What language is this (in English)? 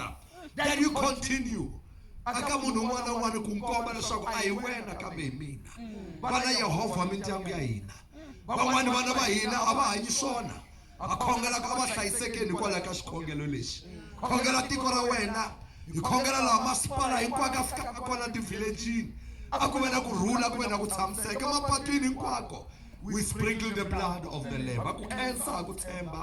Tsonga